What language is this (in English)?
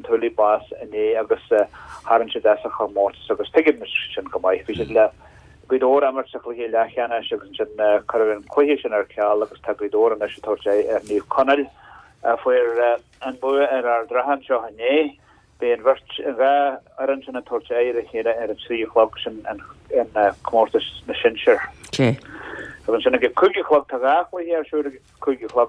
Irish